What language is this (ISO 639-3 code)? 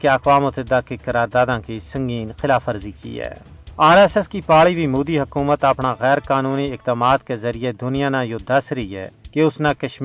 gju